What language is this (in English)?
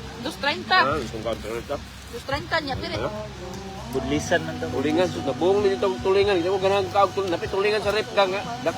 Cebuano